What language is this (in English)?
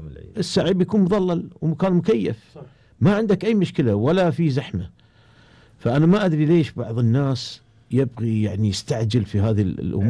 Gulf Arabic